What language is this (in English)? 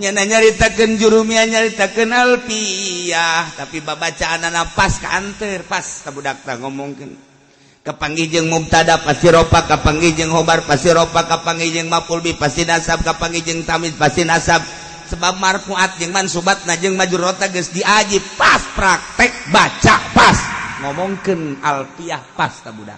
Sundanese